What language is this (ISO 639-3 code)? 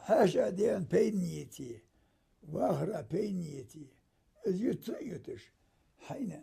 inh